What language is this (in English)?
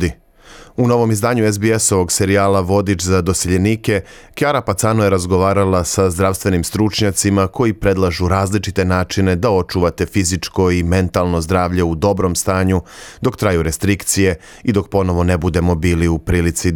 Serbian